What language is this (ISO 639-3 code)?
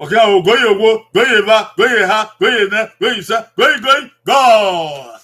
bin